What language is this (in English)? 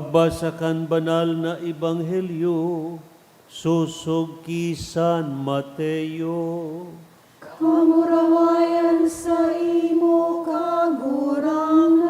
Bikol